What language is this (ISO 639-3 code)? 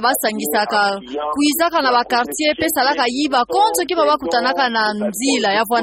ktu